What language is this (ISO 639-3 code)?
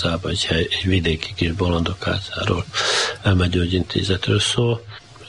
hun